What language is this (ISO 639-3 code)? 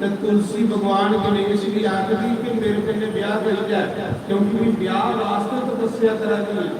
doi